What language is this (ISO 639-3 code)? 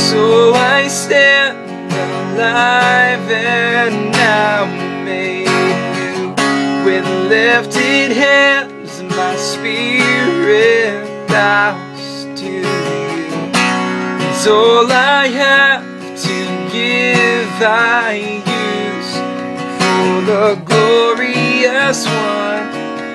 eng